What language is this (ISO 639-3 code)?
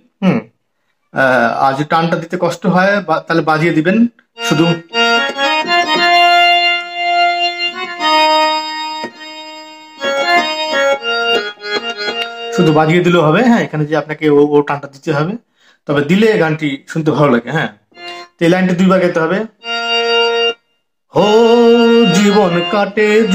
ben